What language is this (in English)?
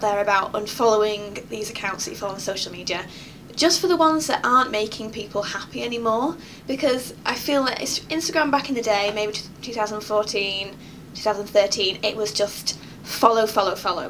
English